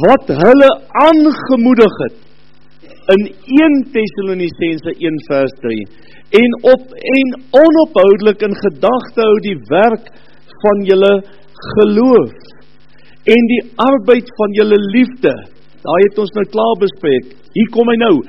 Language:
Afrikaans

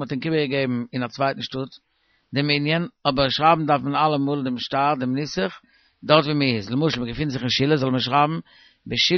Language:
Yiddish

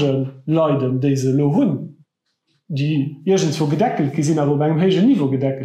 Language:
Luxembourgish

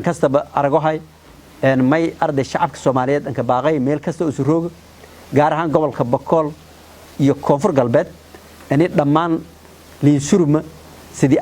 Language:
Somali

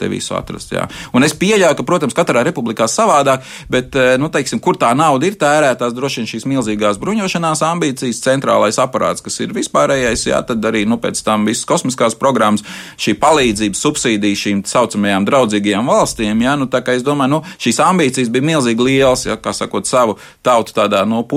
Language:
Latvian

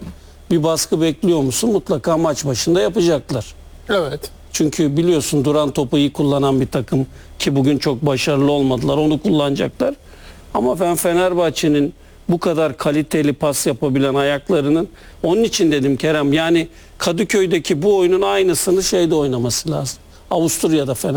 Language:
Turkish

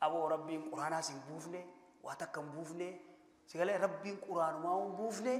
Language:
Oromo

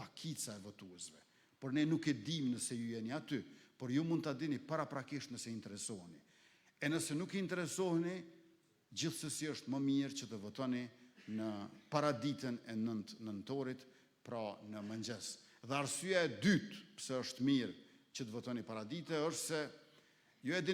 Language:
Albanian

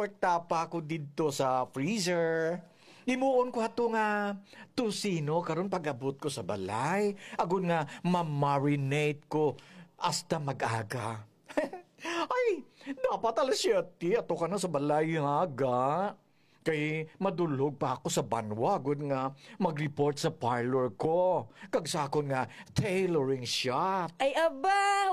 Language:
Hiligaynon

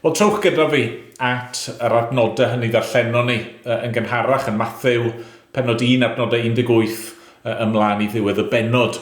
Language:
Welsh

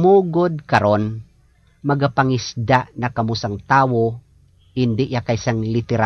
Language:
Hiligaynon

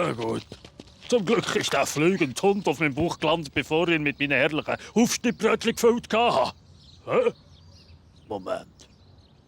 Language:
Swiss German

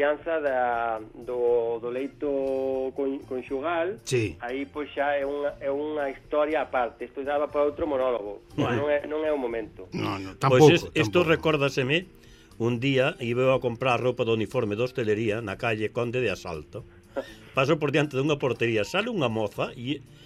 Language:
Galician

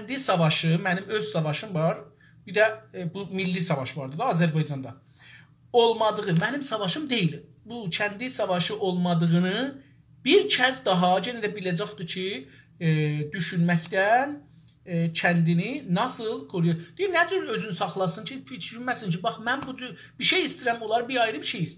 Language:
South Azerbaijani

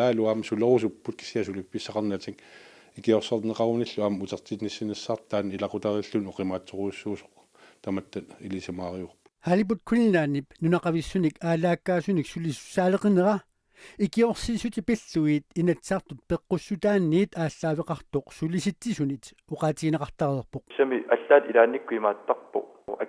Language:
Kalaallisut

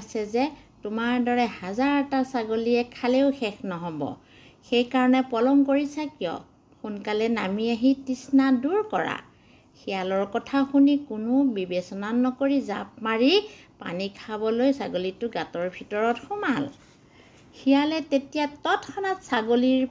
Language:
Assamese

